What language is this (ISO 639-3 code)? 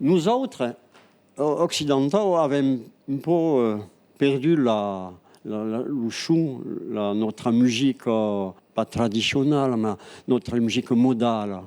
oci